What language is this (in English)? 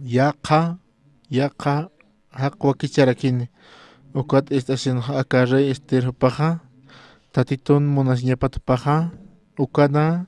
Aymara